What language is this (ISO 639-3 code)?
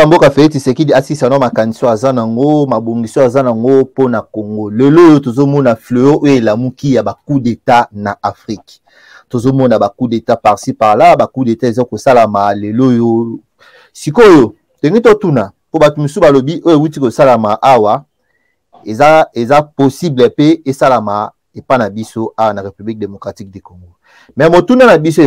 lin